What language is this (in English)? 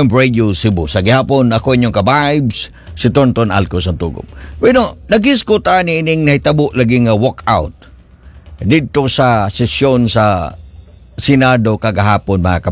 Cebuano